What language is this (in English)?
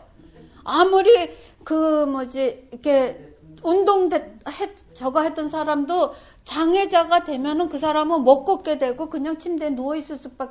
Korean